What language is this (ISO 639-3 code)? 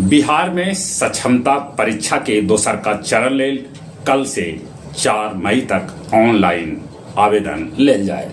mag